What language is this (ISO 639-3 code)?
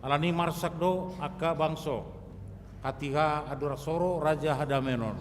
bbc